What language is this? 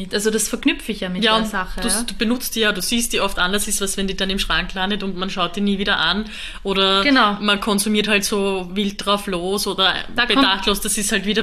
German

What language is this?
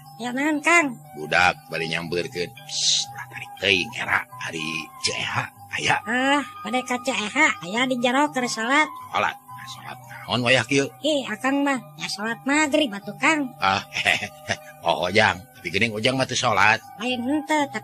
Sundanese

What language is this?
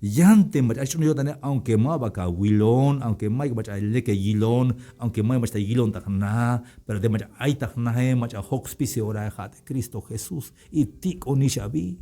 Tzeltal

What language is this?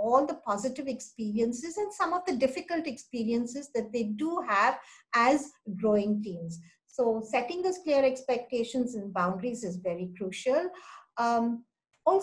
English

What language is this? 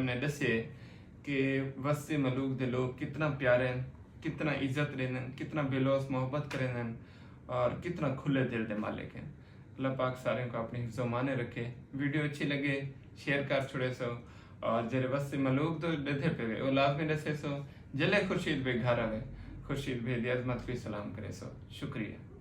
Saraiki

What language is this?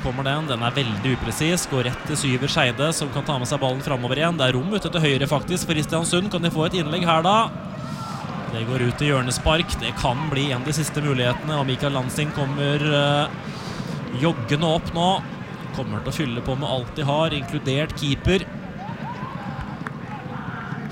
Norwegian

